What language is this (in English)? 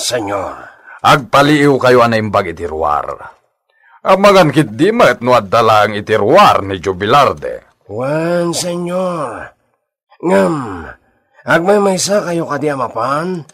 Iloko